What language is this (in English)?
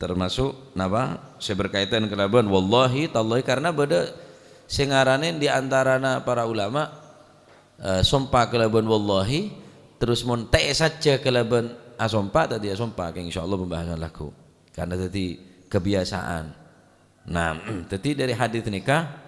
Madurese